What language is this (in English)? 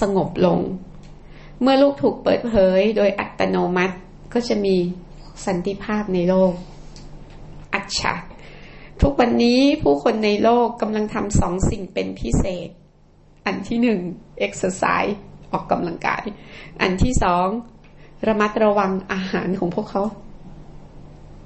Thai